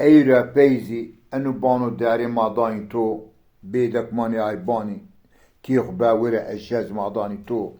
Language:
Zaza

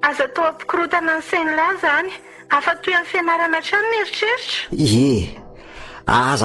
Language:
Malagasy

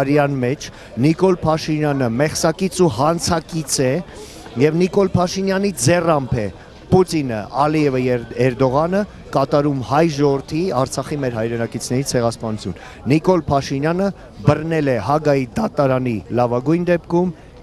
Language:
Armenian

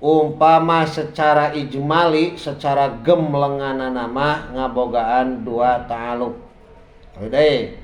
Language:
Sundanese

